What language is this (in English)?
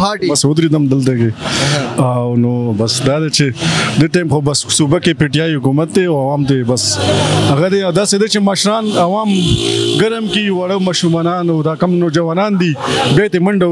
Pashto